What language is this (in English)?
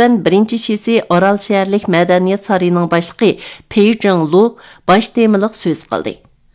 Uyghur